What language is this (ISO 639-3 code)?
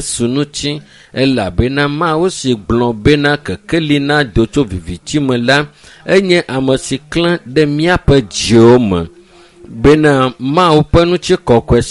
ewe